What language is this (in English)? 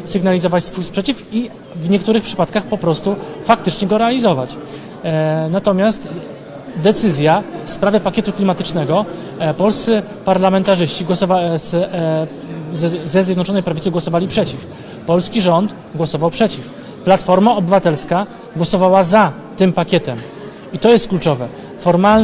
Polish